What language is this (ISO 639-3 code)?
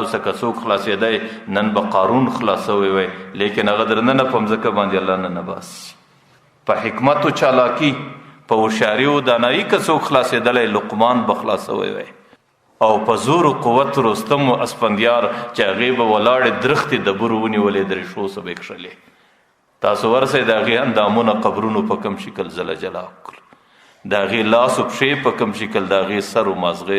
pus